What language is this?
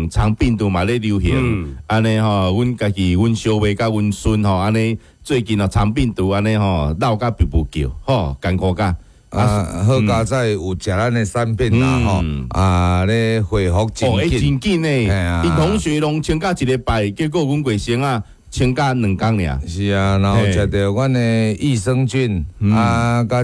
Min Nan Chinese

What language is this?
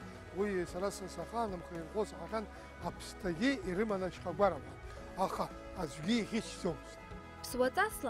Abkhazian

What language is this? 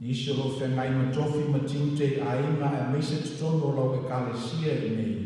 Samoan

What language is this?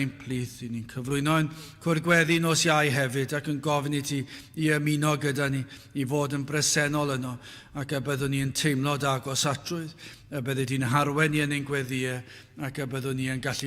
Welsh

